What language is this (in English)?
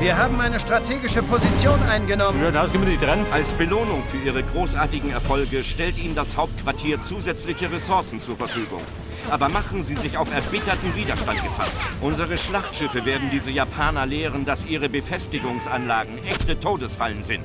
Bavarian